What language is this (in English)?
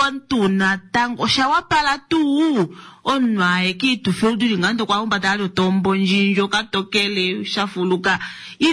Kuanyama